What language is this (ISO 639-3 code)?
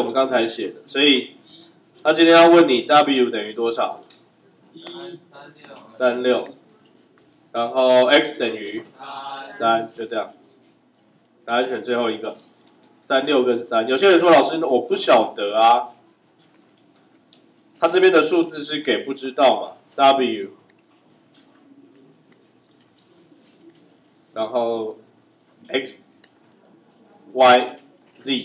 zho